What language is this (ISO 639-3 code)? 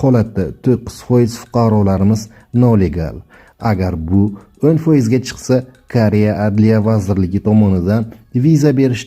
uzb